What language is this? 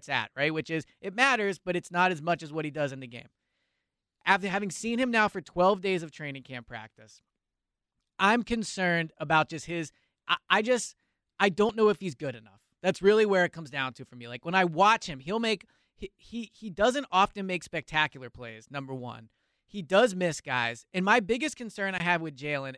English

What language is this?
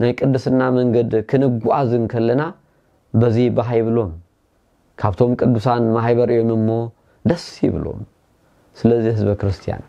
Tigrinya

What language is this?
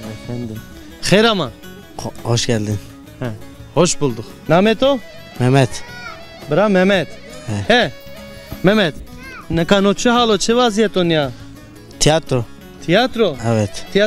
Zaza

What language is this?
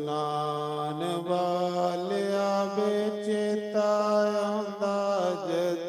Dogri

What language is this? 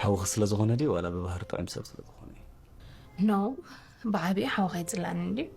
Tigrinya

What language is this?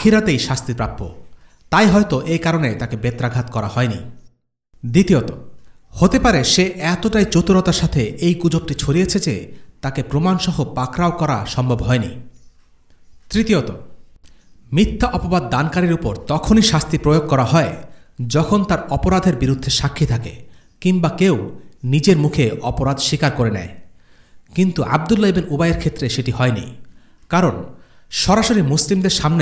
Bangla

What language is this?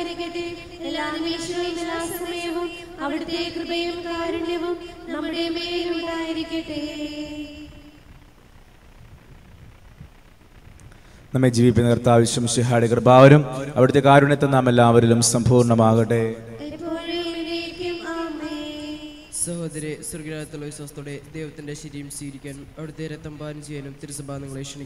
Malayalam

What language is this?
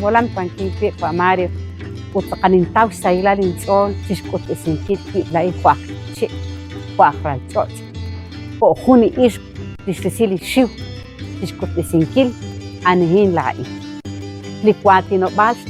Kekchí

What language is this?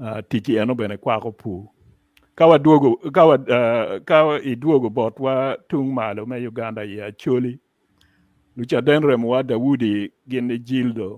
Acoli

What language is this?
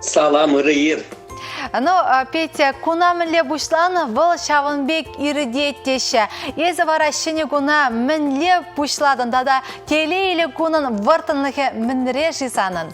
Chuvash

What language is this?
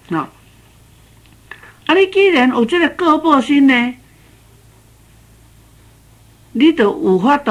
Min Nan Chinese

